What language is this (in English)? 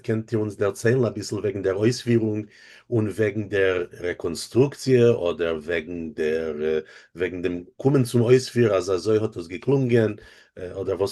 Yiddish